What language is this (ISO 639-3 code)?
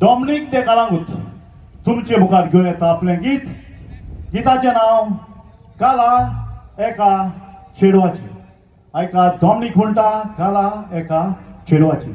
kok